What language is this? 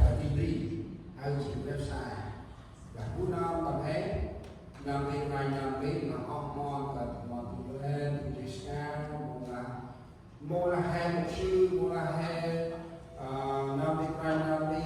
Central Mnong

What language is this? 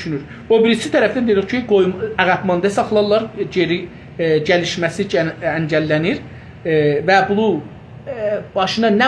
South Azerbaijani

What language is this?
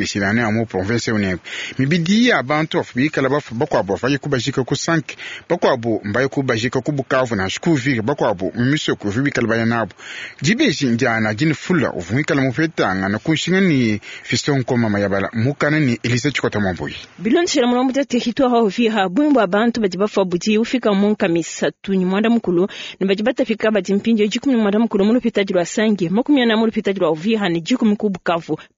Luba-Lulua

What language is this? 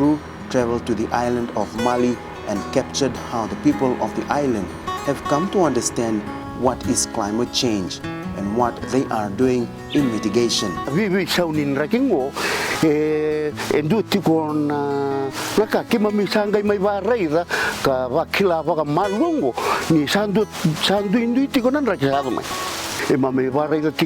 Fijian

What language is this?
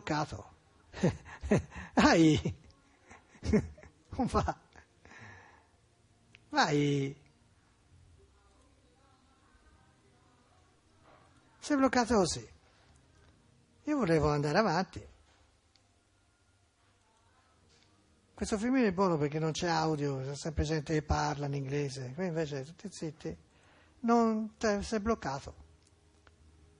Italian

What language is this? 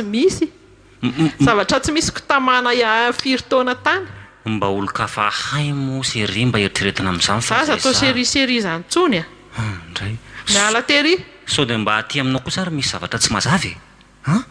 Malagasy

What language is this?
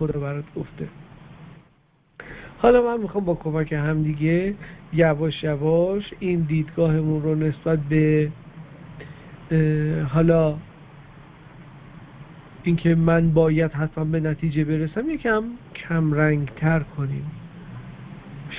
Persian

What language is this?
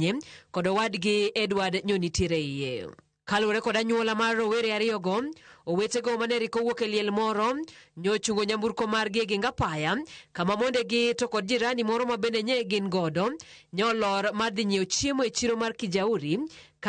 Luo (Kenya and Tanzania)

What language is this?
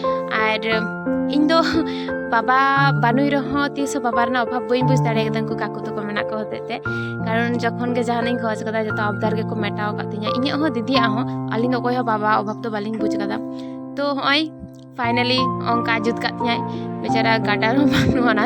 Santali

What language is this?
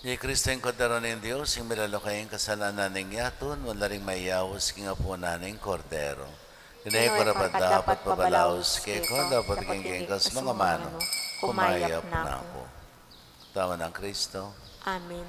Pampanga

